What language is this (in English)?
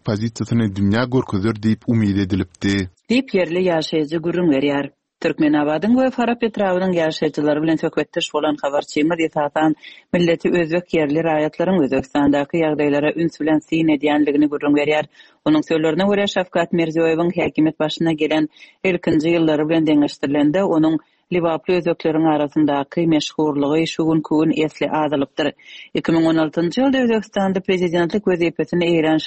Turkmen